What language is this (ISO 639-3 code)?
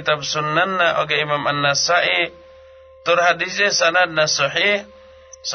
sun